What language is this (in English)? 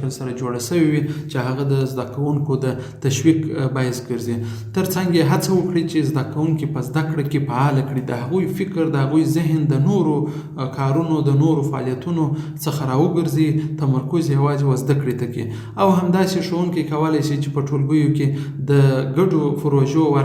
Pashto